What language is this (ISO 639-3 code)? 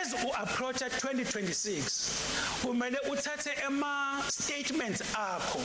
ssw